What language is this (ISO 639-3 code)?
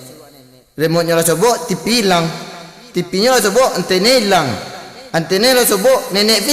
min